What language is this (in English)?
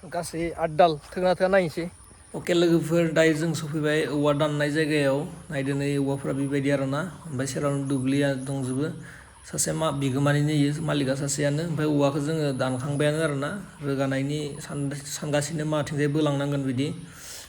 Bodo